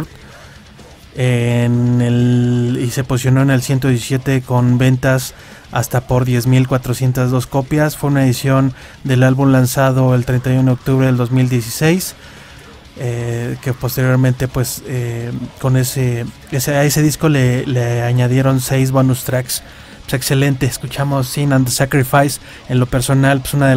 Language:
Spanish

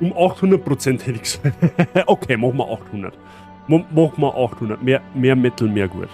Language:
Bavarian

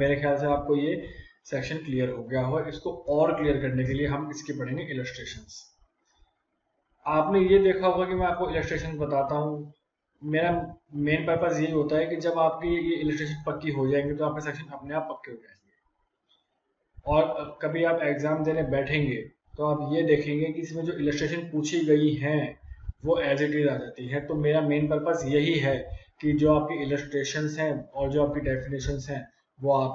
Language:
Hindi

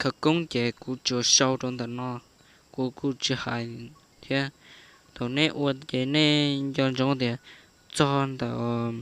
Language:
Hmong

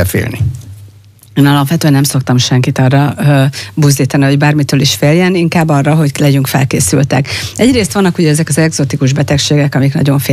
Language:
Hungarian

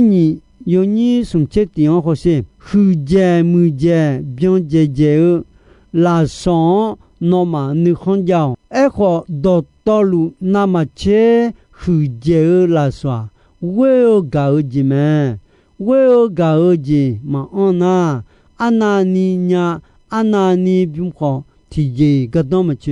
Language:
Akha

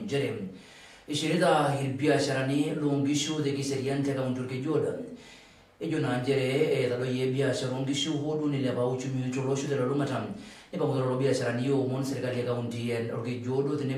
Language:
Masai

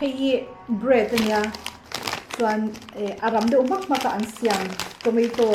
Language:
Mizo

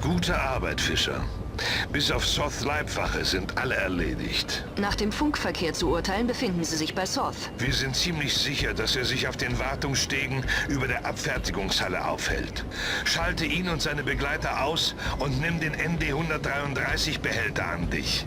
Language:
Bavarian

